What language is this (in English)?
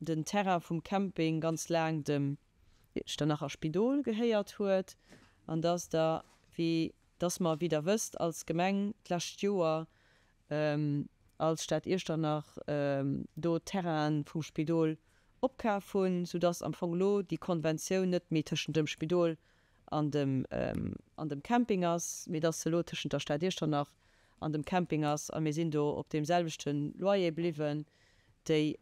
Luxembourgish